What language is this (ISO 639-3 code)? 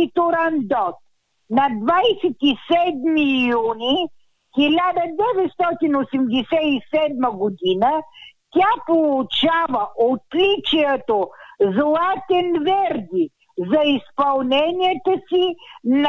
bul